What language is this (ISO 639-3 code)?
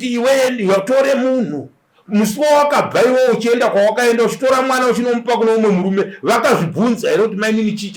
sna